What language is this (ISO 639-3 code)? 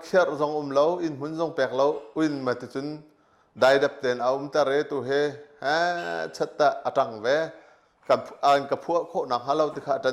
cnh